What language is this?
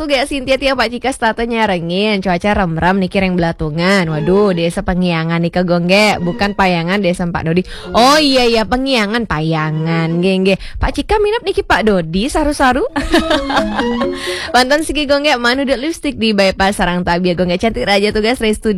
Balinese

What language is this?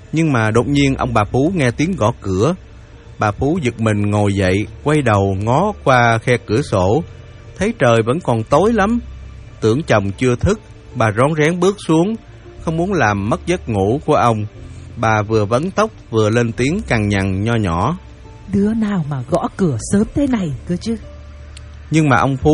Vietnamese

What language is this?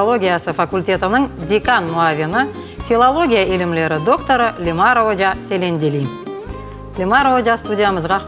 Crimean Tatar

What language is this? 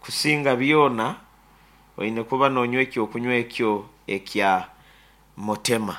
Nyankole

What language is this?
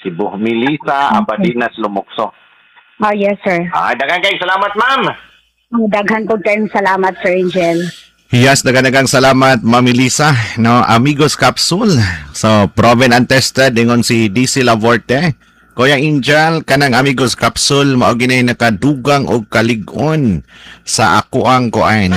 Cebuano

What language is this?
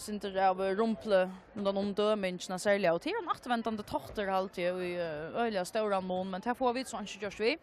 Faroese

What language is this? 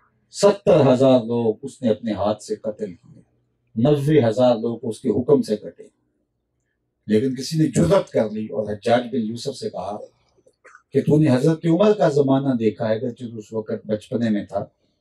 Urdu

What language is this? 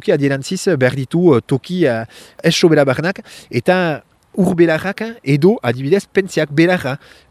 Basque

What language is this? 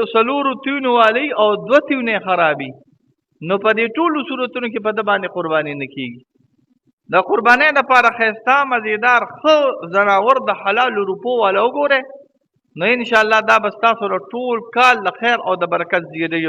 Pashto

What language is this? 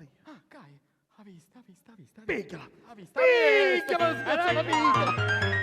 Sicilian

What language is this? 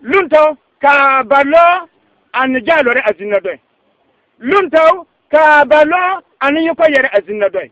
Bissa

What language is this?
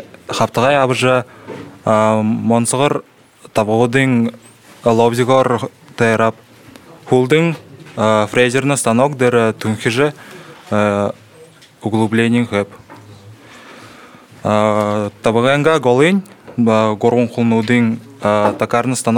Buriat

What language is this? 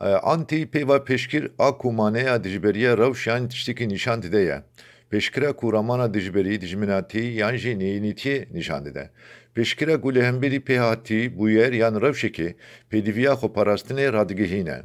Kurdish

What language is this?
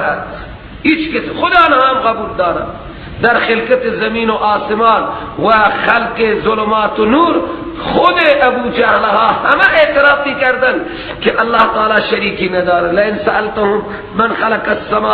Persian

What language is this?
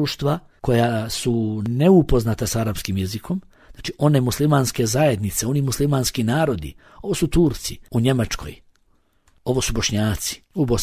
Bosnian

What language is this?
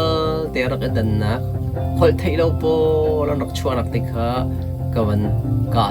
Hakha Chin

